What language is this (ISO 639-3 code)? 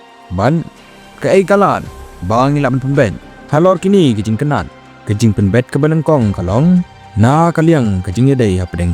kha